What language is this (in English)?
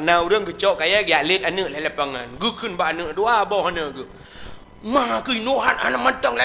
Achinese